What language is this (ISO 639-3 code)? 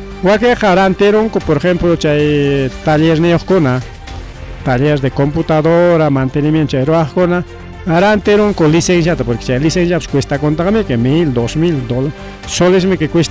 quy